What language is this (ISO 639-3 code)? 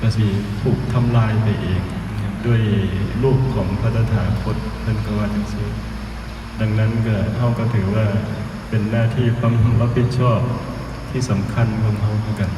tts